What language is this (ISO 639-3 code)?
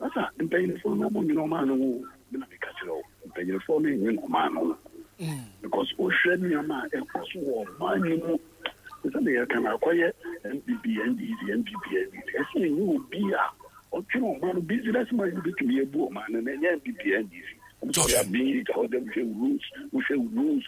aka